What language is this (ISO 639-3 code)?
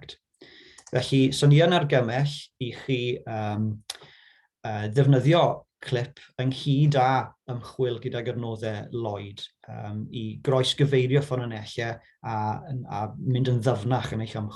cym